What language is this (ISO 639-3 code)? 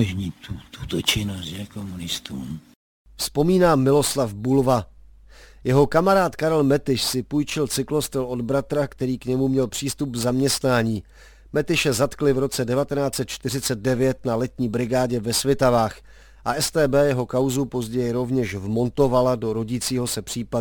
ces